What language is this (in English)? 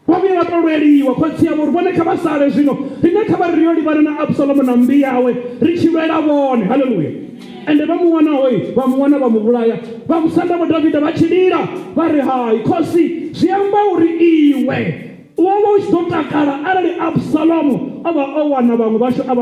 Venda